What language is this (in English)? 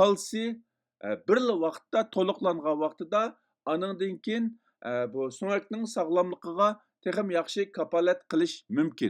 Uyghur